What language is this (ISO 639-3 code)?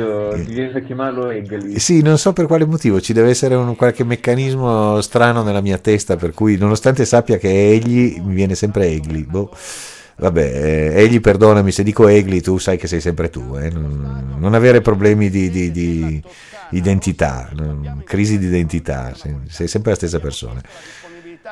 ita